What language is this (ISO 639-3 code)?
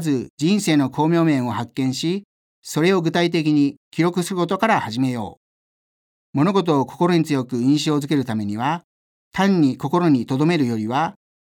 jpn